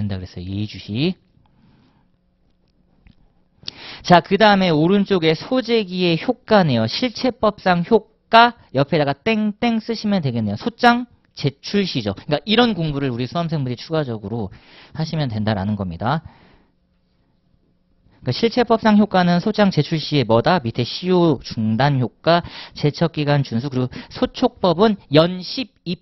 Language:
Korean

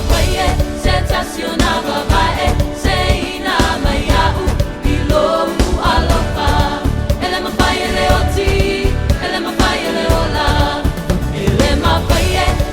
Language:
Samoan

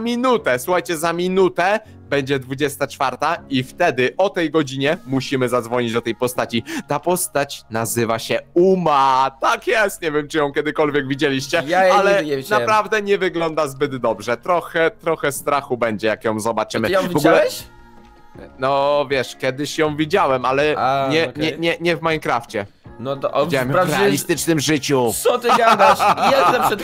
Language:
Polish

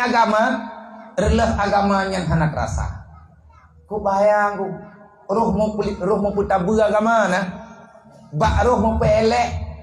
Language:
Achinese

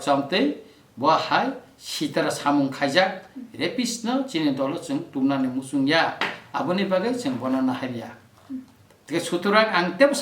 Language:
Kok Borok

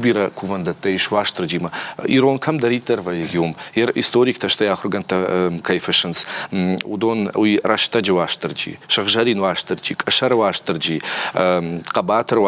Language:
Ossetic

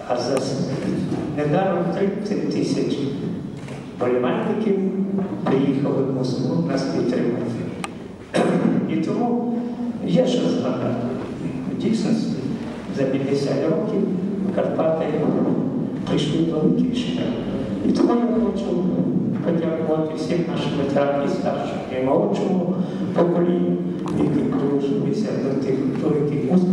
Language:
Ukrainian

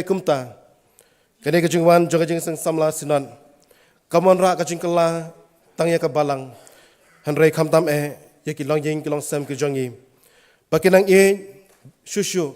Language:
Khasi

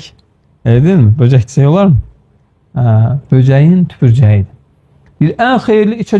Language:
Azerbaijani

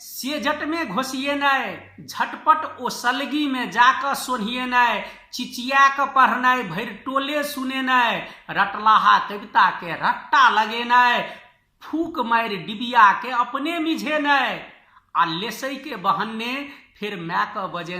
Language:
Maithili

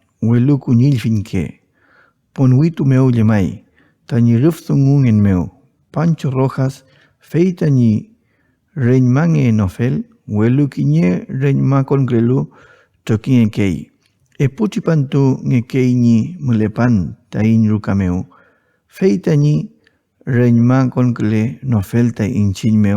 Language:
Mapuche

